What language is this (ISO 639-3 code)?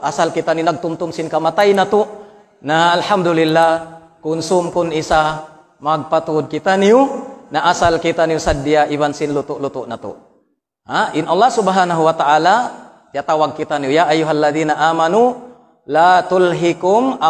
tsg